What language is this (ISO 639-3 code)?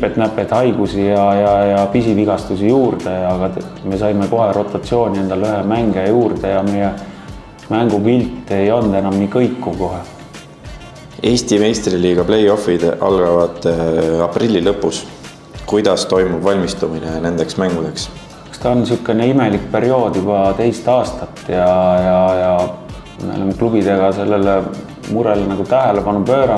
est